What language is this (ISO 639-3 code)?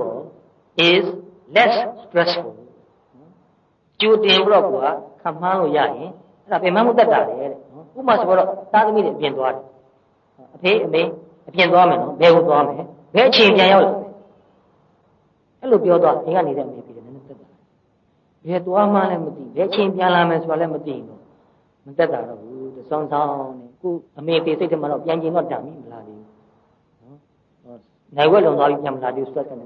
mya